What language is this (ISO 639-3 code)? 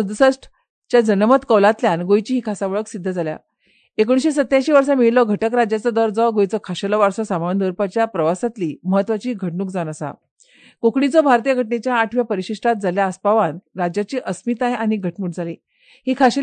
kok